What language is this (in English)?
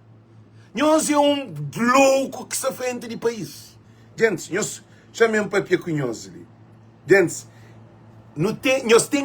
Kabuverdianu